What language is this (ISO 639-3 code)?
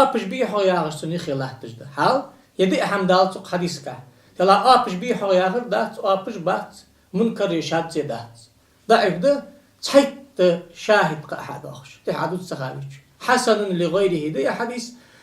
inh